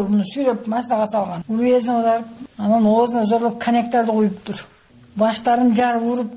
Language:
Kyrgyz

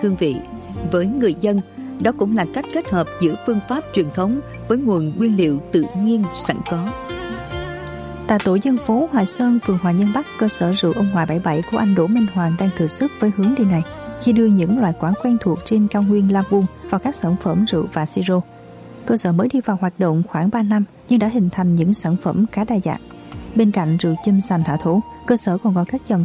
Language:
Vietnamese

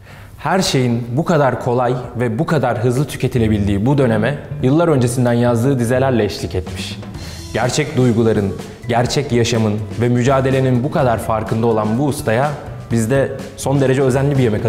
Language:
Turkish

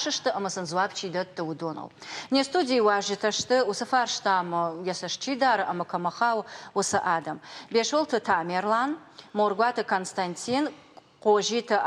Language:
Ossetic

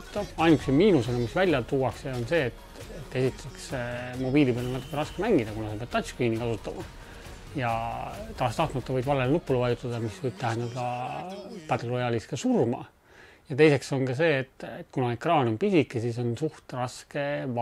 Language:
Estonian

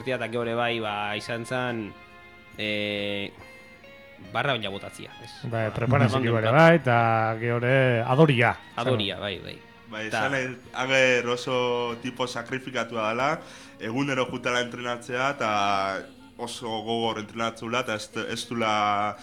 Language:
Basque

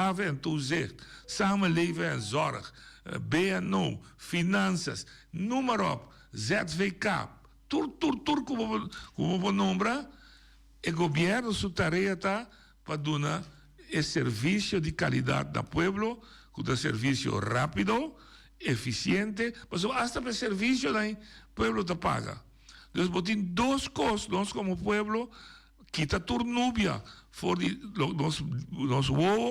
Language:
Papiamento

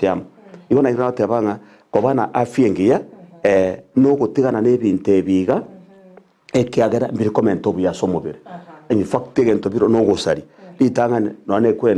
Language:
Gusii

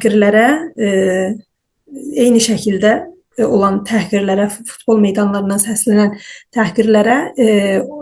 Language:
South Azerbaijani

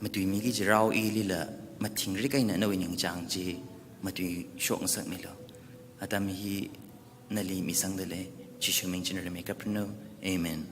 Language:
Tangkhul Naga (India)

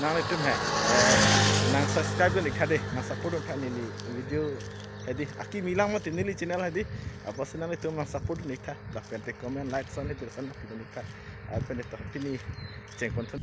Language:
Karbi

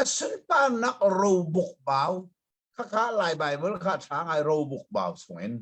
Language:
Hakha Chin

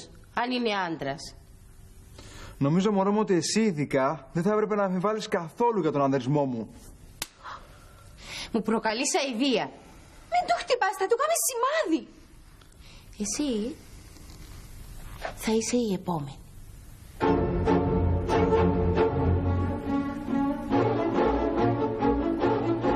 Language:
Greek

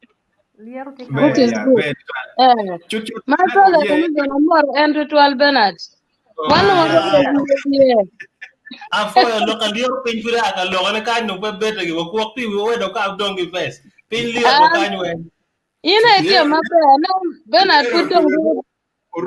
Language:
Acoli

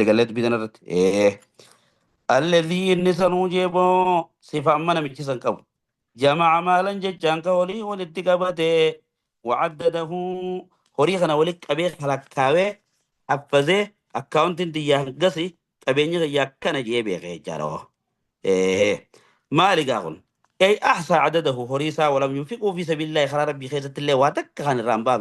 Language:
Oromo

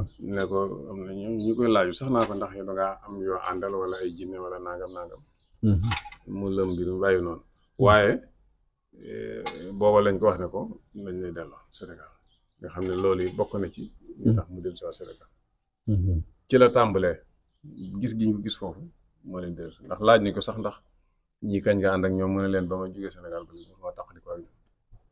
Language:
Wolof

